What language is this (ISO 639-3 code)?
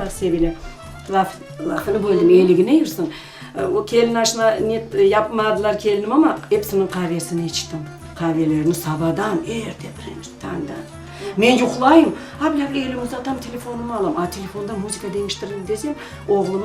crh